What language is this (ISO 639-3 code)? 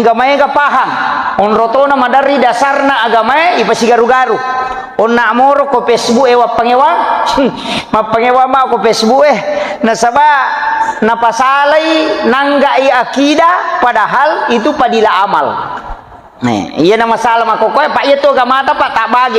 bug